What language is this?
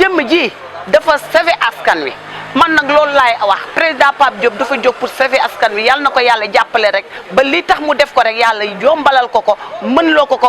Wolof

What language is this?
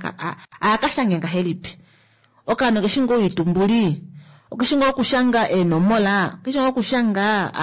Kuanyama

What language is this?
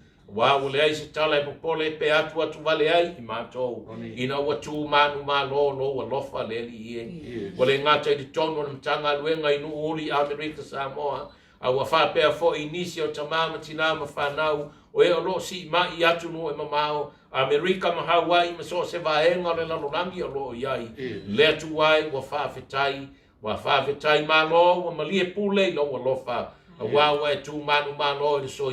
Samoan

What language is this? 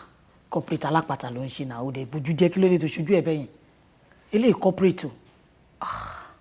Yoruba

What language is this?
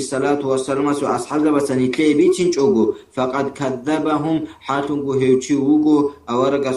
Avaric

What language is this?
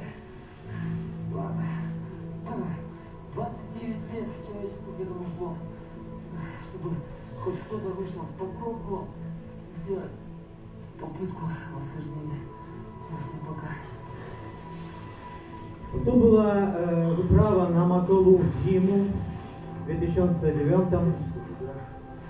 Russian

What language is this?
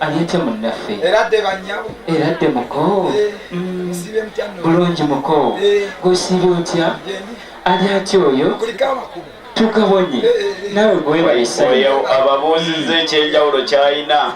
Ganda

